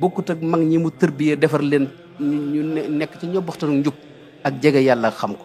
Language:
Wolof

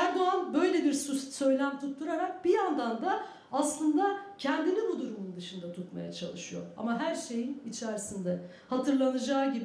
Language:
Turkish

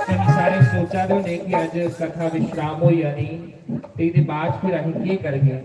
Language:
Dogri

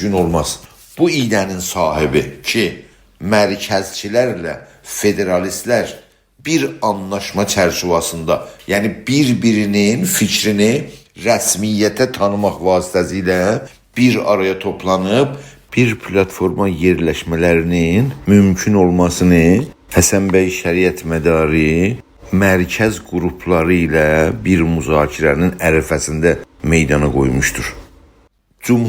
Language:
South Azerbaijani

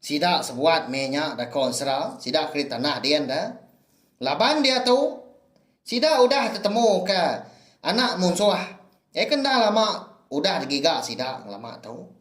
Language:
Iban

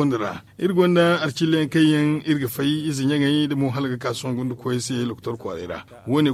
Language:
Zarma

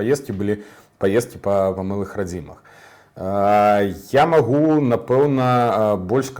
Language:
Belarusian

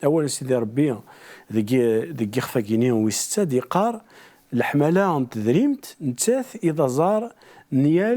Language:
Kabyle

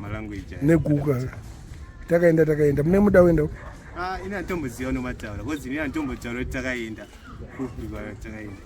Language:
Shona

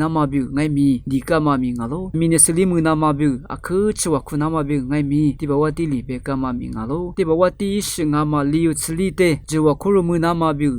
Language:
Lisu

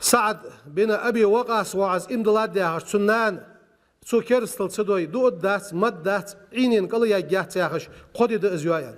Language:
Ingush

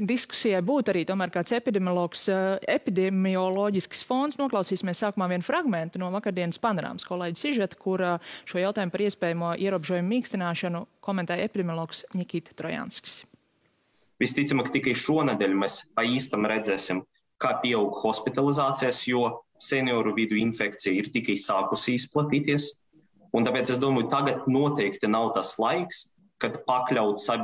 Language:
Latvian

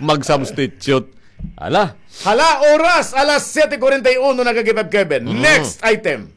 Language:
Waray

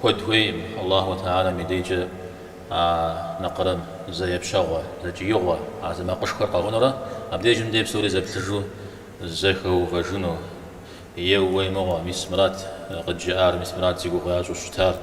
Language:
Kabardian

